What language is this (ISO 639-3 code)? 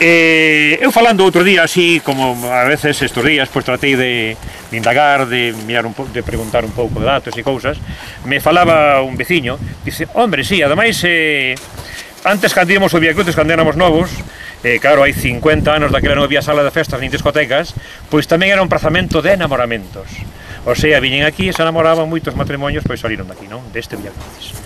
glg